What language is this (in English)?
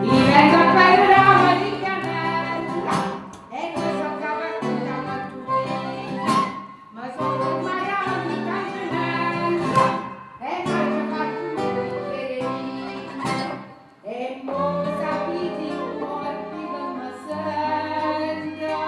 Neapolitan